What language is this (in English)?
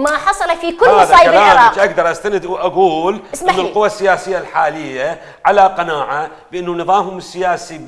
Mesopotamian Arabic